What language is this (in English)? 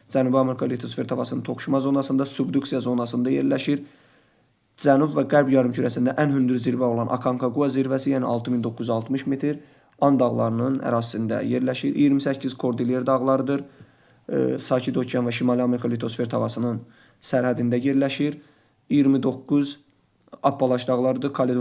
Azerbaijani